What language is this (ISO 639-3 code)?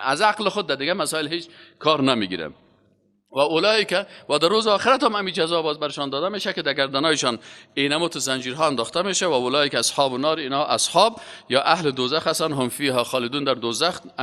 fas